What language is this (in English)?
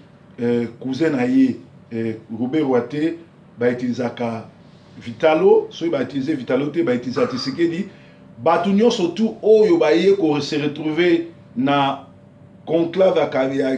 Lingala